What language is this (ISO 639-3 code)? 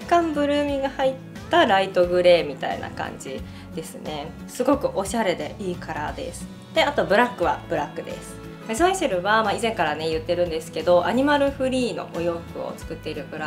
jpn